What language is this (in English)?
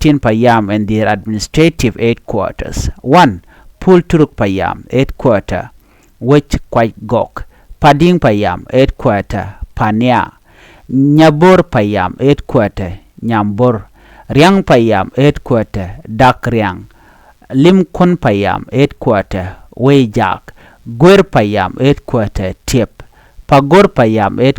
Nuer